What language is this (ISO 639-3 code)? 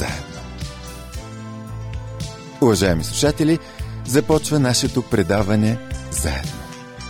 bul